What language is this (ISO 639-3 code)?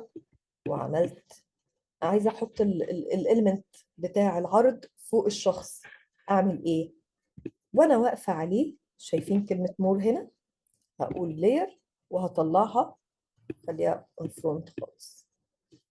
arz